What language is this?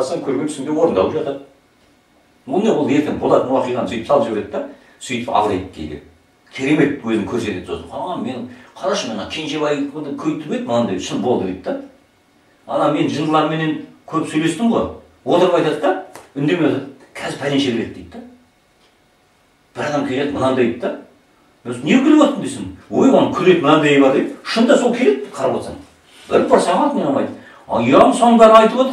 Kazakh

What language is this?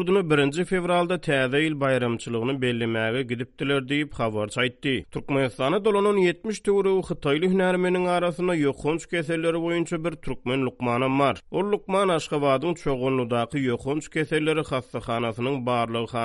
Turkmen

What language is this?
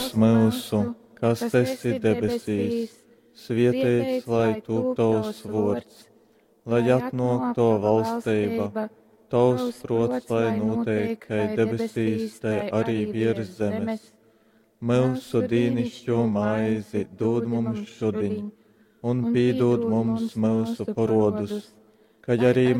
Latgalian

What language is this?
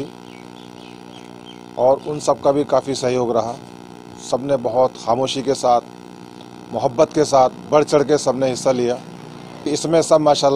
Urdu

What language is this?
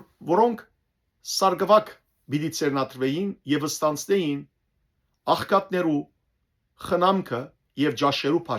Western Armenian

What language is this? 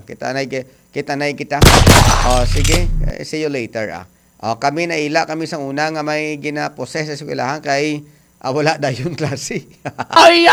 Hiligaynon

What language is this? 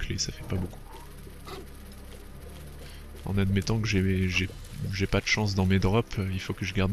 French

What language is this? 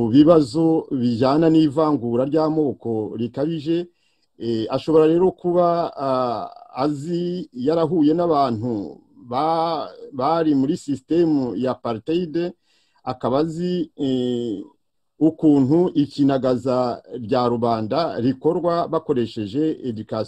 Kinyarwanda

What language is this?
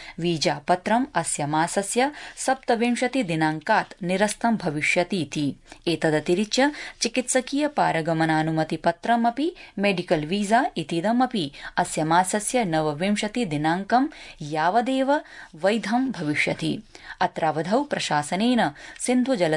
Sanskrit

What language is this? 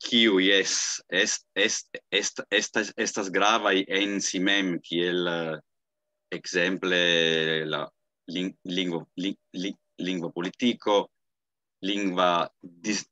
Esperanto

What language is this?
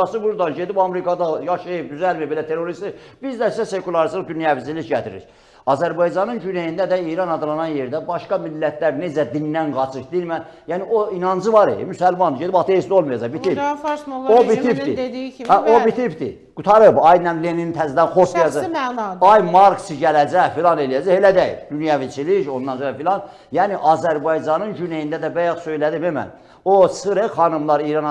Azerbaijani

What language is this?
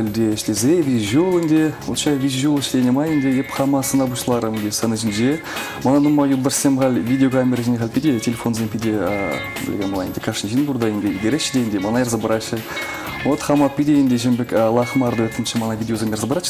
Chuvash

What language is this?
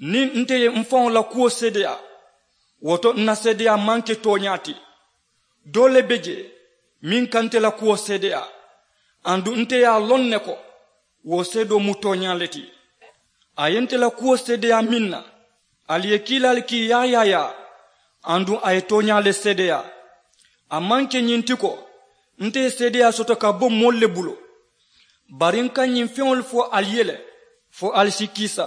Mandingo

